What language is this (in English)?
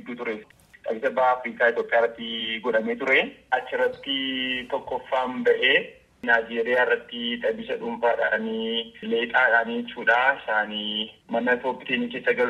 Oromo